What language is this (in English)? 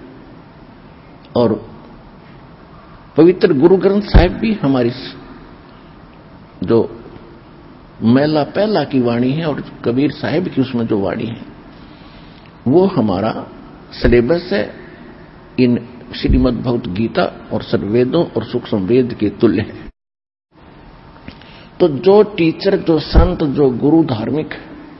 Hindi